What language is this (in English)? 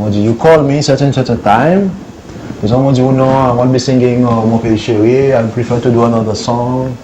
Seselwa Creole French